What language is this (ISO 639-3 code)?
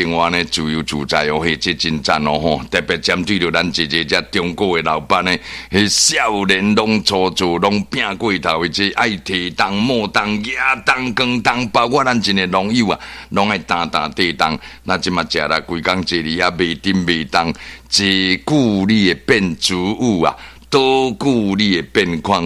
nan